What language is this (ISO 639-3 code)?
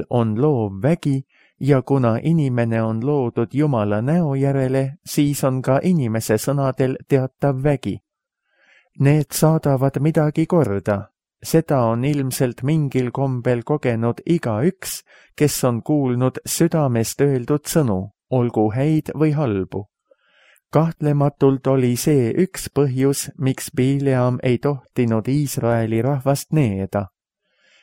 est